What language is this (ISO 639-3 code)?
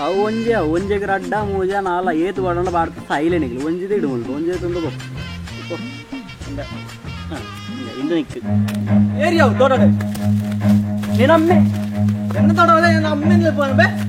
tcy